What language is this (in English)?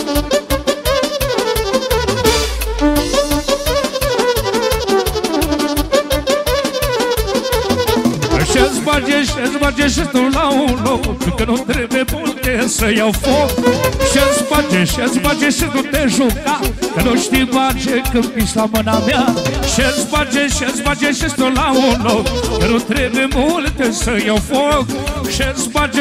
Romanian